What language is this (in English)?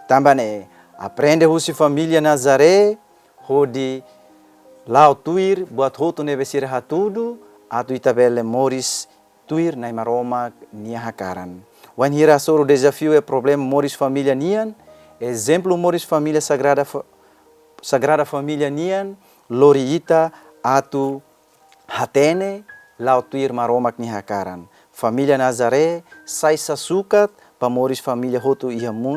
Tetum